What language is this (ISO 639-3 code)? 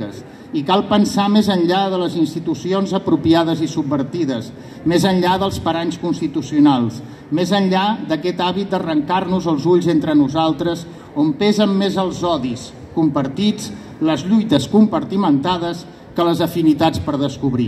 cat